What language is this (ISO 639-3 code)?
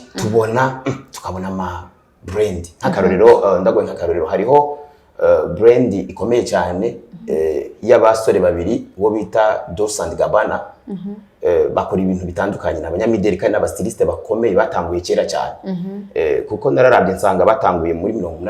run